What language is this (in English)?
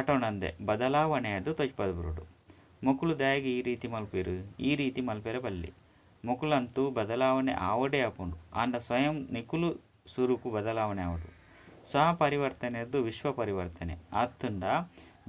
Tulu